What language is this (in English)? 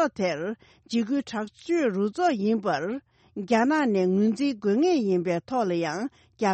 Tibetan